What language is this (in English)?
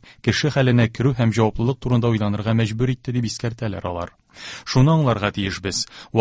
Tatar